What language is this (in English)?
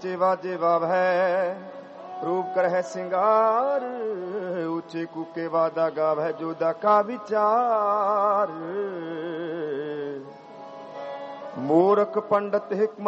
Punjabi